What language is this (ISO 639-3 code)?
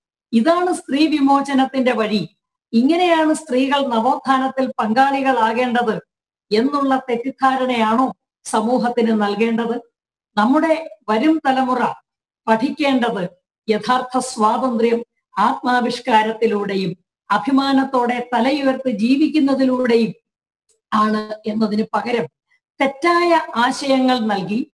mal